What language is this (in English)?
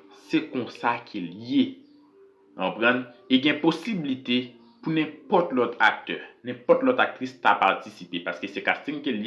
Haitian Creole